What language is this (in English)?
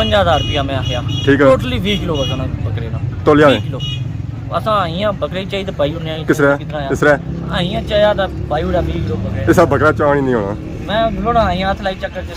Pahari-Potwari